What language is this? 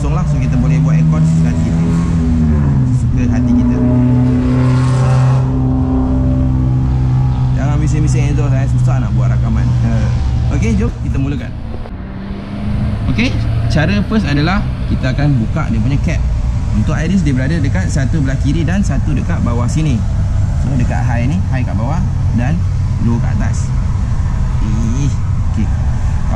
Malay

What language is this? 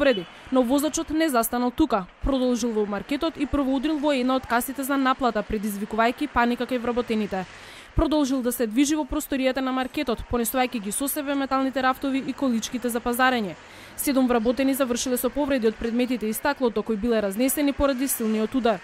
Macedonian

